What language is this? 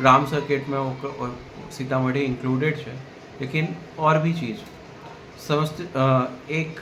Maithili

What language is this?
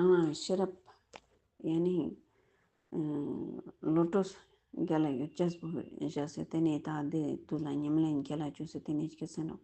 Ladakhi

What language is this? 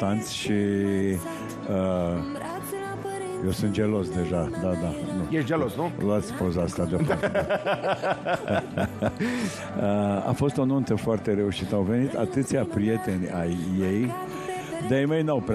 Romanian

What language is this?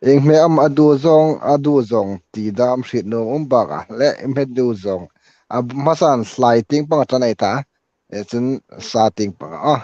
Hmar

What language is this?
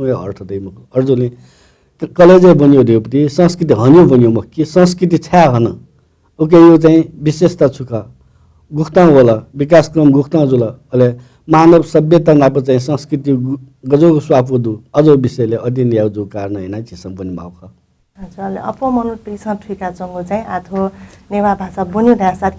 Newari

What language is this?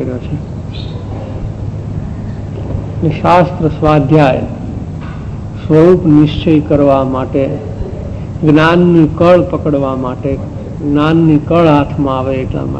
Gujarati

